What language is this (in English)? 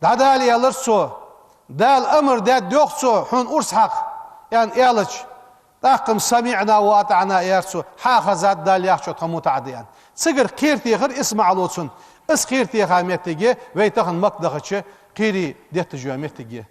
Ingush